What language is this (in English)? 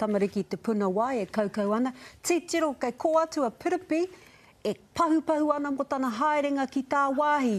Māori